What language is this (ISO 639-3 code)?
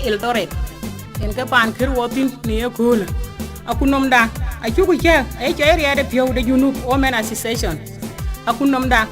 din